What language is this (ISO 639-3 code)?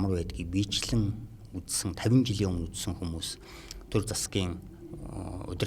mon